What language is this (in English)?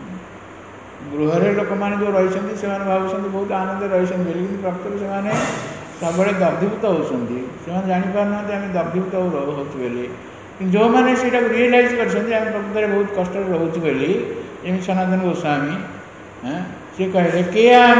Odia